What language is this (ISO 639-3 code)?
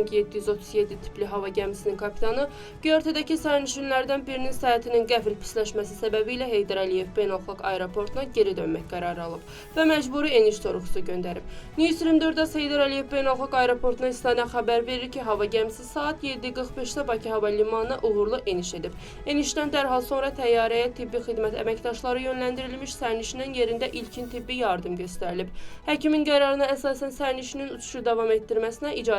aze